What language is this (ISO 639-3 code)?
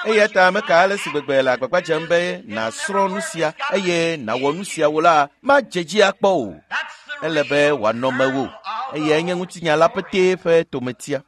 ewe